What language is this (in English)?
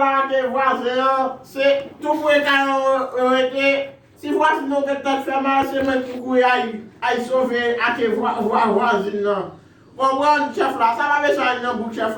Haitian Creole